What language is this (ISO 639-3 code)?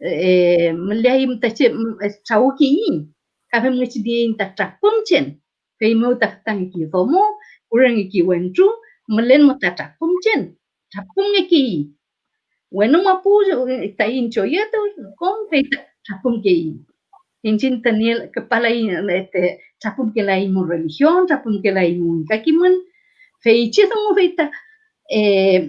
arn